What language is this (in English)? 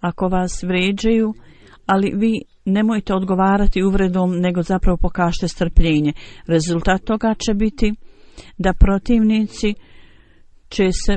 Bosnian